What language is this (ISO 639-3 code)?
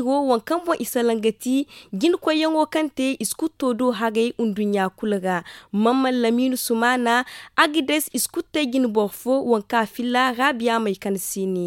dje